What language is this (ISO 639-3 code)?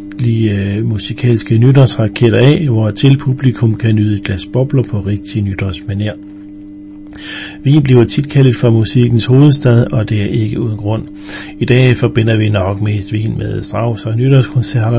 dan